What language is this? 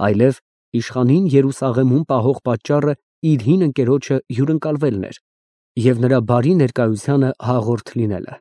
Armenian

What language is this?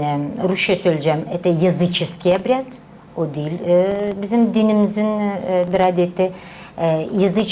Gagauz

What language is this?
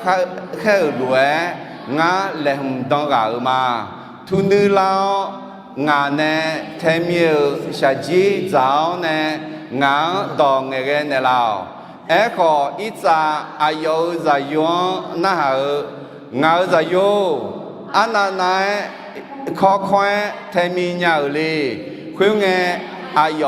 Akha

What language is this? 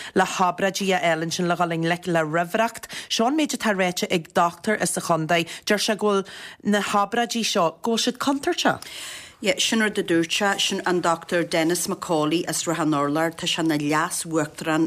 Irish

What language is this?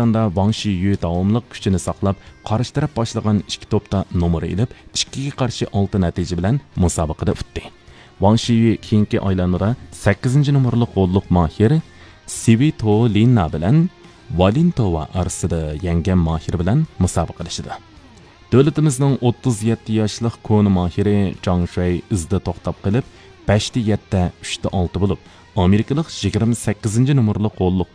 Uyghur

